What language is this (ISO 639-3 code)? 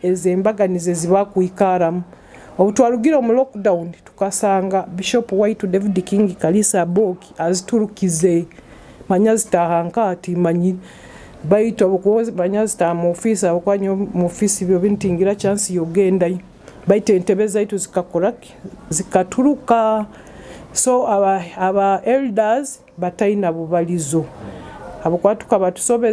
nyo